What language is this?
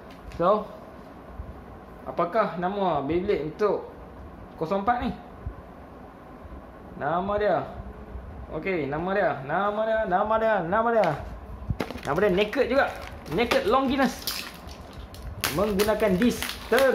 Malay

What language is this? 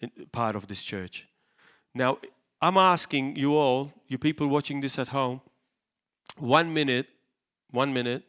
English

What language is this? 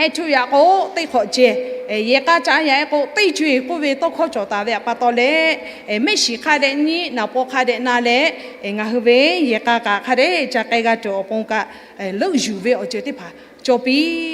Lahu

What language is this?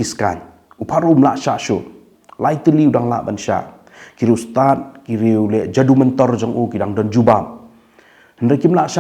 Khasi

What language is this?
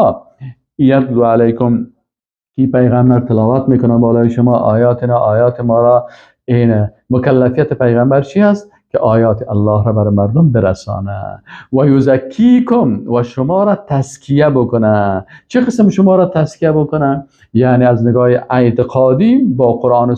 Persian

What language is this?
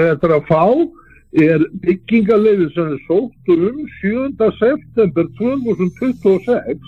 Icelandic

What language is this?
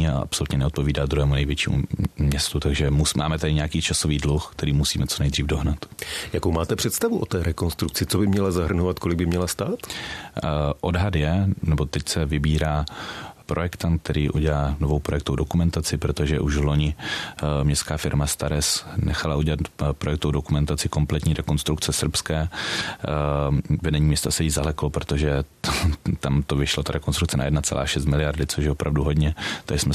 Czech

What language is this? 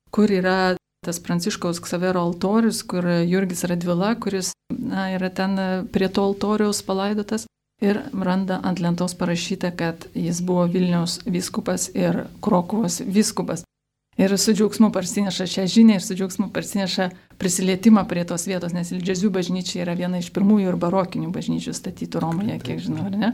Lithuanian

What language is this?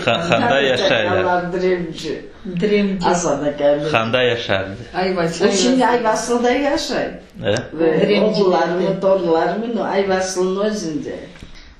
Crimean Tatar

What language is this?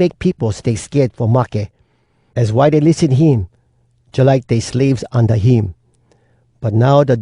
Hawai'i Creole English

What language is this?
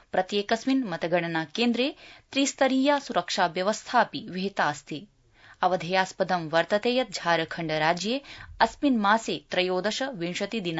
Sanskrit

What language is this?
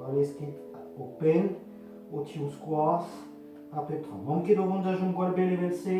Breton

